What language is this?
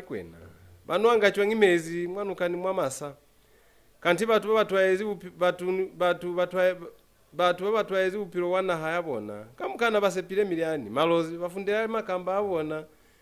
Lozi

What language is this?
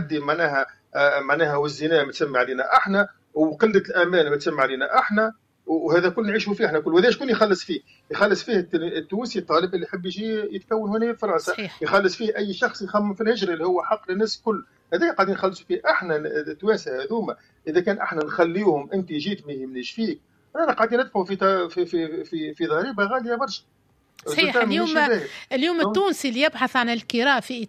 Tunisian Arabic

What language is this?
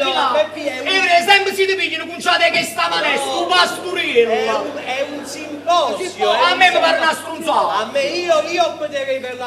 Neapolitan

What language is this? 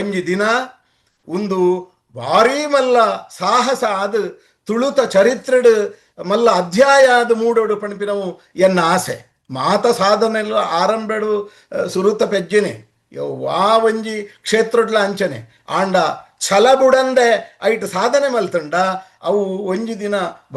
Tulu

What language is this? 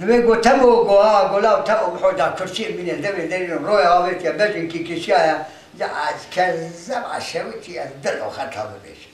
Kurdish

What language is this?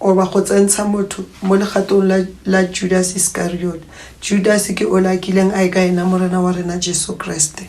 Northern Sotho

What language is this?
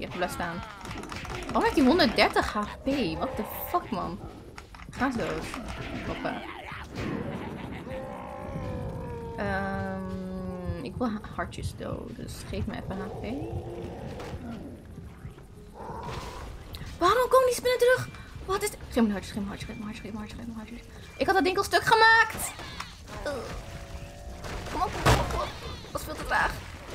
Dutch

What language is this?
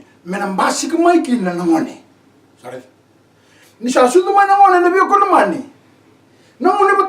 Fijian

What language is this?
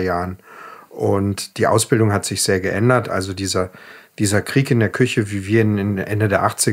German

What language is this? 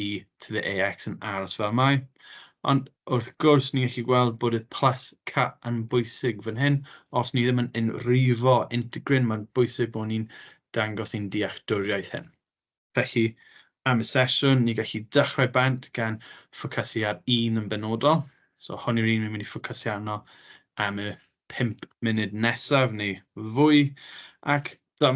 Welsh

